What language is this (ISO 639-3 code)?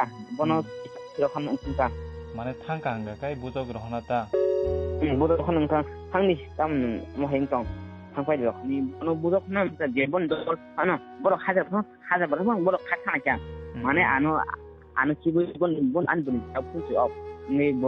trp